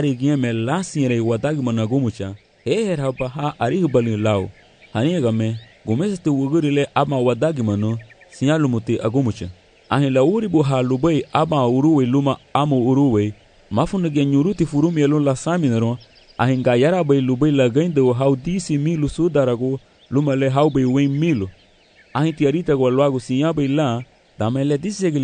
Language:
Garifuna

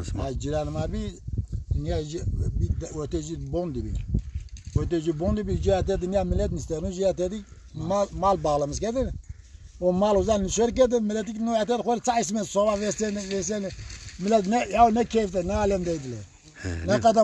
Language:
Zaza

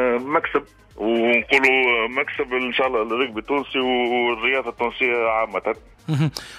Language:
Tunisian Arabic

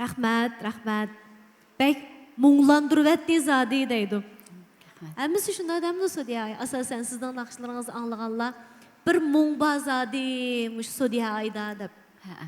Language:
Uyghur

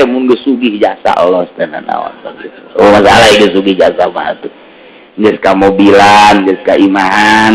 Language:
Sundanese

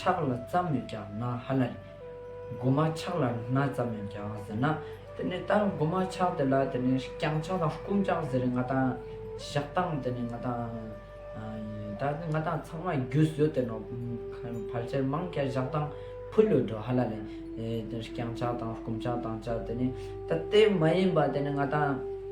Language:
Ladakhi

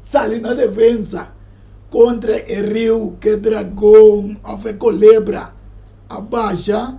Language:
Papiamento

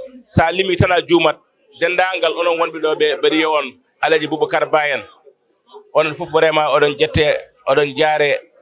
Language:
Fula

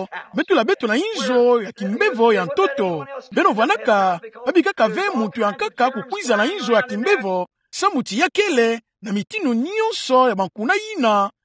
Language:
Kituba (Democratic Republic of Congo)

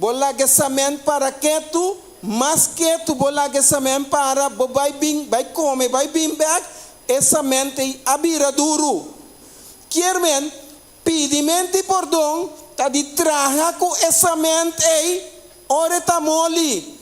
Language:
Papiamento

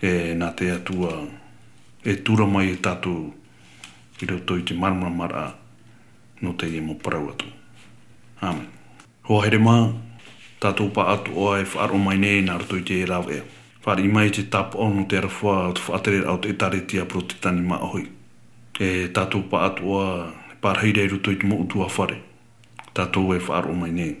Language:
Tahitian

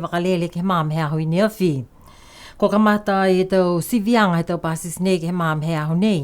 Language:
Niuean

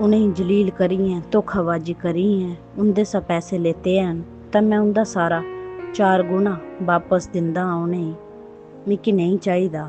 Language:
Dogri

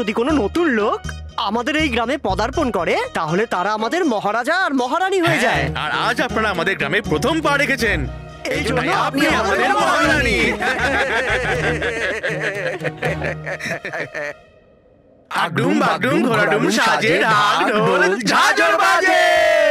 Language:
Bangla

